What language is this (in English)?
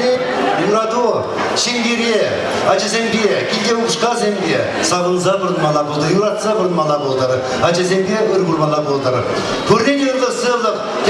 Chuvash